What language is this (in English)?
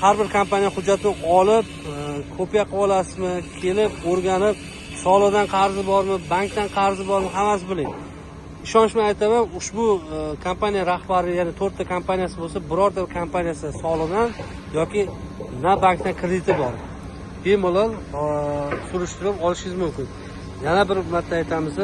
Uzbek